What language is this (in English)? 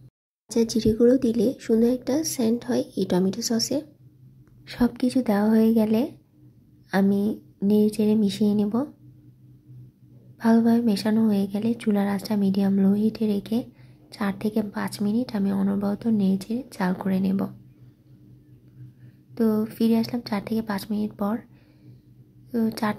Bangla